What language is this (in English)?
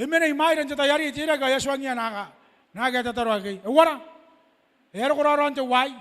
Gilbertese